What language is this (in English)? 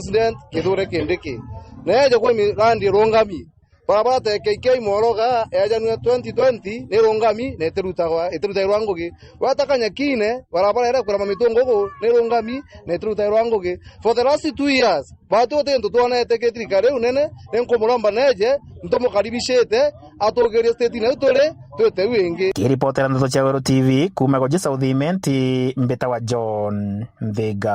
Meru